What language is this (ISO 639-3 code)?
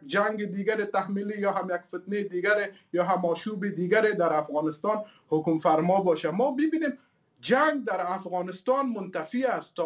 fas